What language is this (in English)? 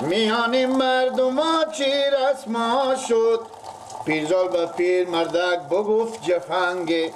Persian